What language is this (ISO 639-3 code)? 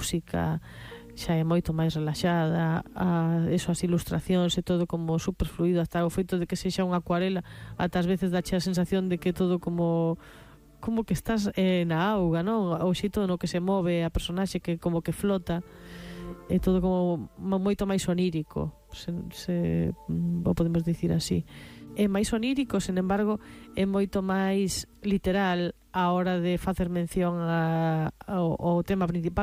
glg